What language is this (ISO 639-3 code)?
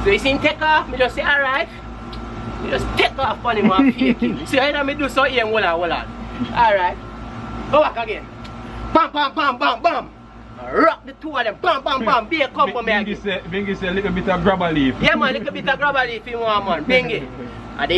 jam